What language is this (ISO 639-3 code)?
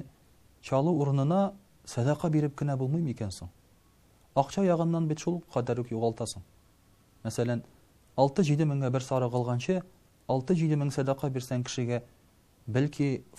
tat